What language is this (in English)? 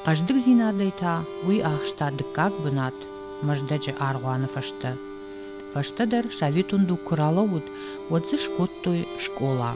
Ossetic